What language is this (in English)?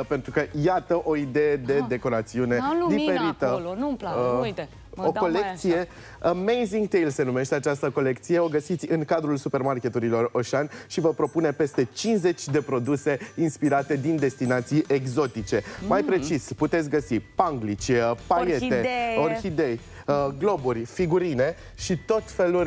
Romanian